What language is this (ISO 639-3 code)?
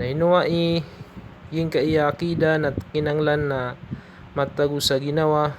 mrw